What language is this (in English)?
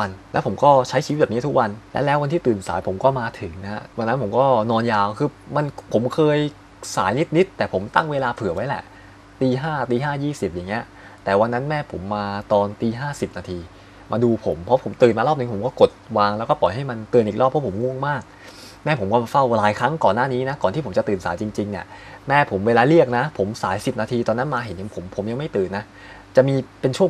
Thai